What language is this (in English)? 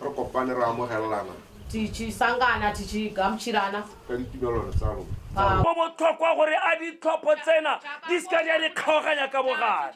Tswana